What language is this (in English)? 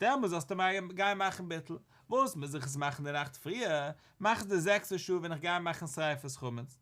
Yiddish